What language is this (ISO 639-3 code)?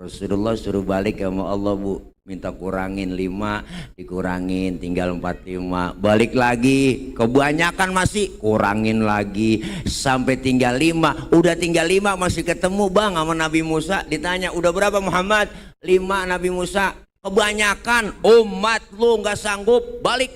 bew